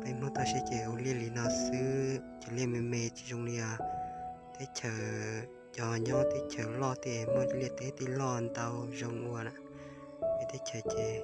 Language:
Hmong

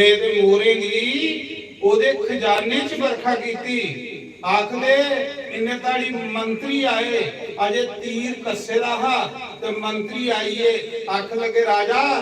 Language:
Dogri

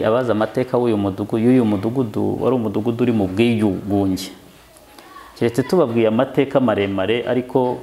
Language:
Kinyarwanda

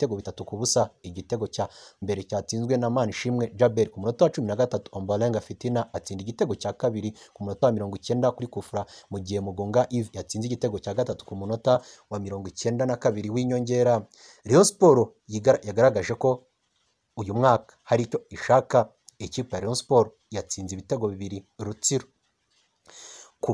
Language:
Kinyarwanda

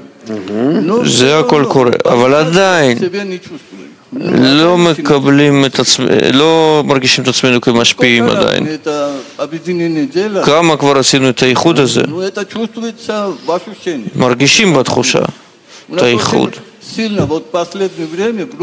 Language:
Hebrew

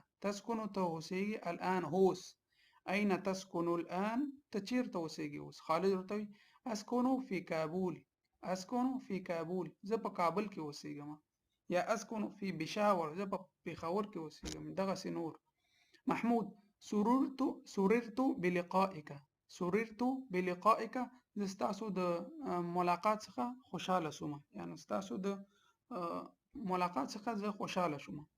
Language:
Pashto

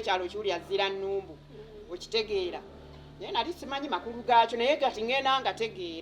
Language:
Ganda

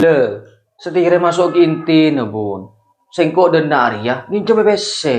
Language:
Madurese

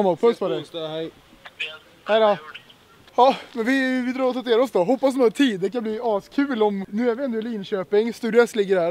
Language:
Swedish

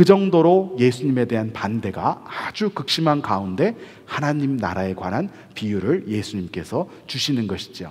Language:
Korean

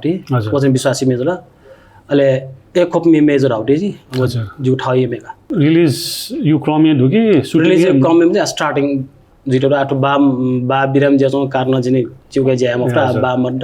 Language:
Newari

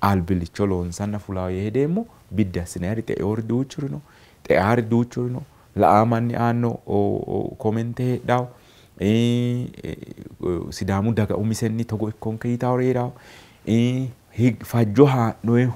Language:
Sidamo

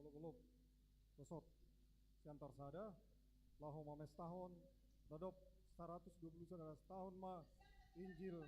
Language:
Batak Simalungun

